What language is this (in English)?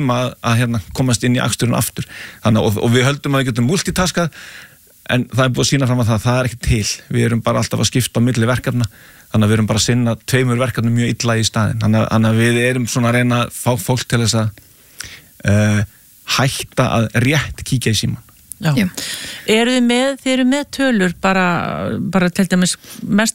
Icelandic